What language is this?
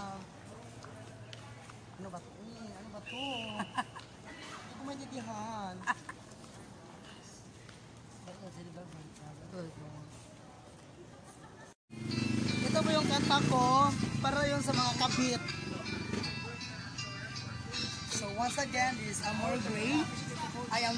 Filipino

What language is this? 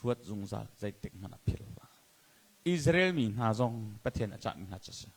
Hakha Chin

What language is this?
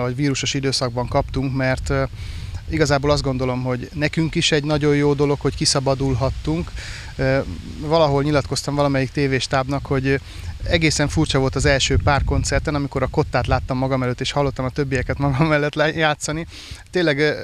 Hungarian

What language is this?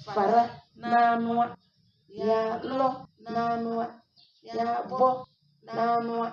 Tem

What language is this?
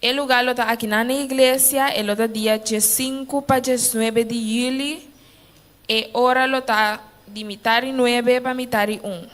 Papiamento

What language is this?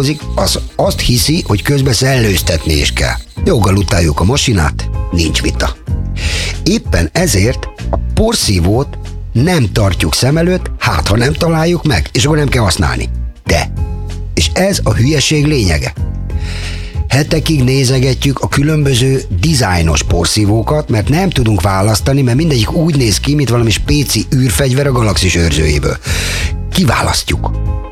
Hungarian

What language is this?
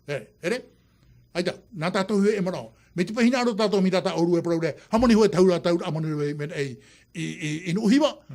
Tahitian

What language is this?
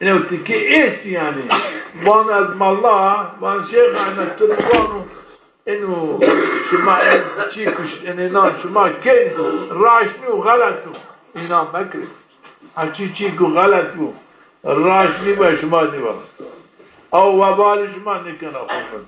Zaza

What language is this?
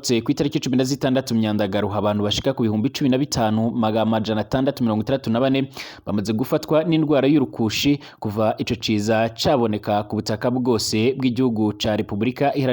Rundi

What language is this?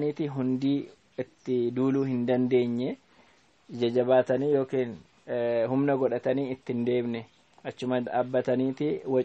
Oromo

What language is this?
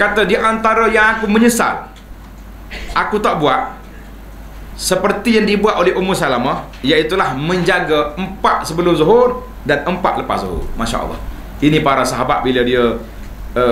Malay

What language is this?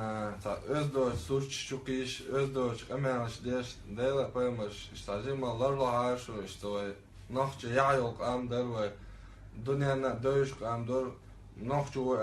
Chechen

